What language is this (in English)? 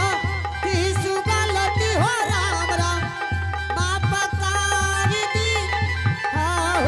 Angika